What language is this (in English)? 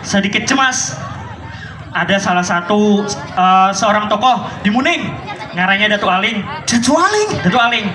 Banjar